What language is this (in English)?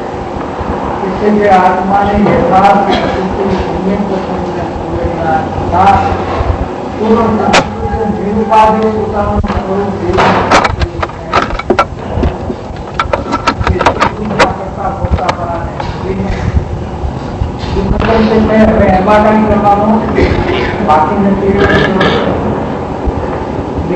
Gujarati